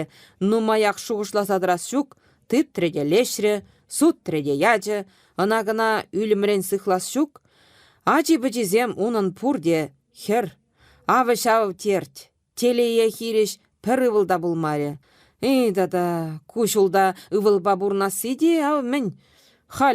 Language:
Chuvash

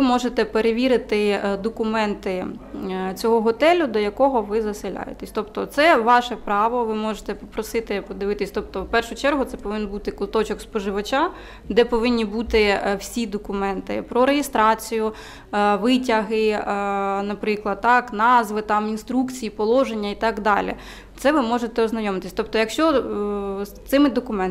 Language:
Ukrainian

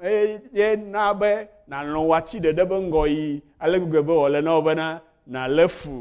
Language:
Ewe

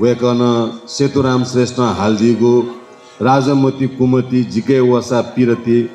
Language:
Newari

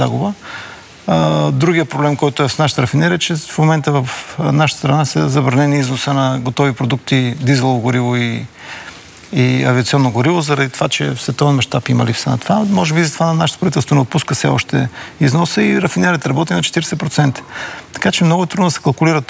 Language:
Bulgarian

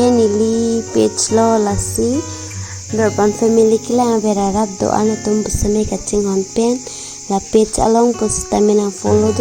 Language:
Karbi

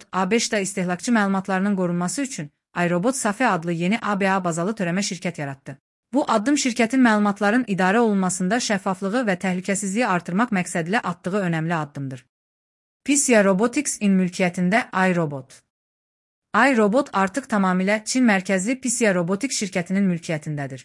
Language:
Azerbaijani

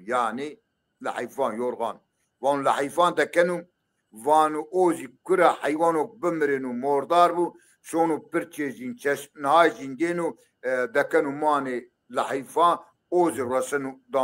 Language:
Zaza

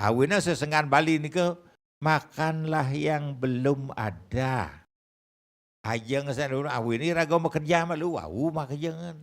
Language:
Balinese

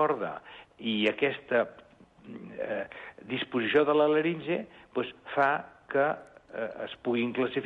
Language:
Catalan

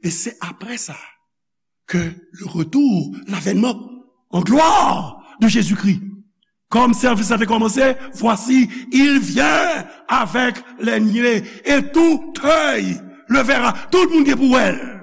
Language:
Haitian Creole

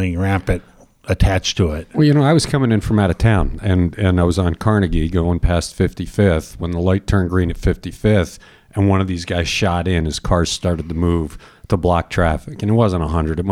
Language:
English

